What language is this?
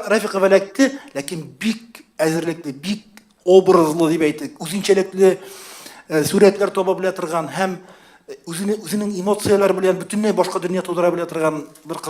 Tatar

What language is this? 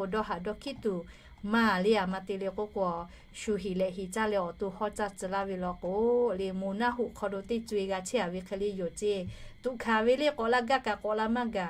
Lahu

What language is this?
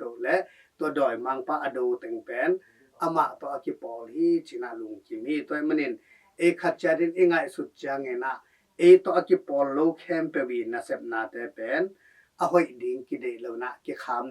Tedim Chin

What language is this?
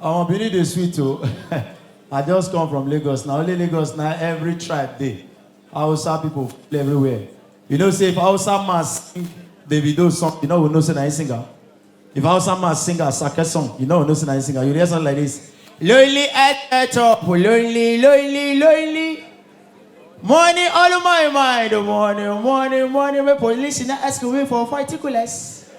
Nigerian Pidgin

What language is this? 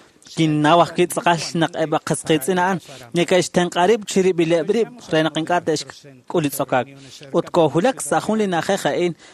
Kekchí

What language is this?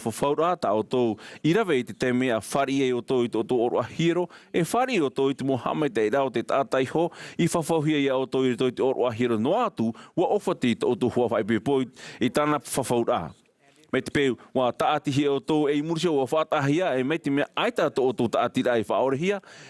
Tahitian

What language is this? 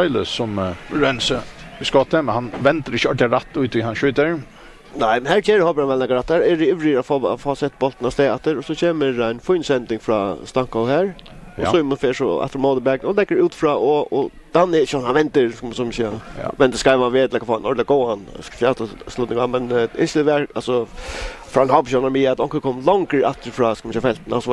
Faroese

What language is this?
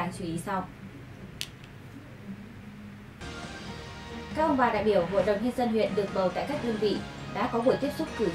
Vietnamese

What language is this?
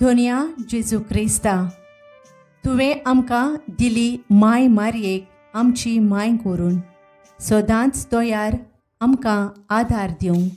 Konkani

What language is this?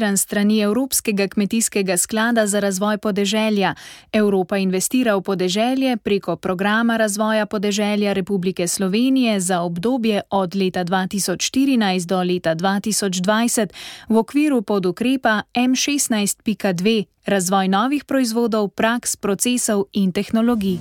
Slovenian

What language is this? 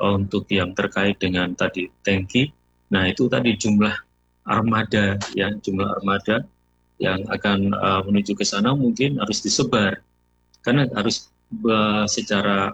Indonesian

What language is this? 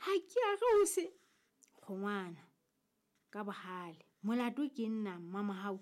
Southern Sotho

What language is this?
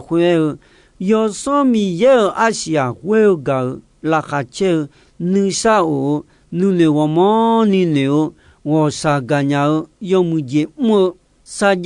Akha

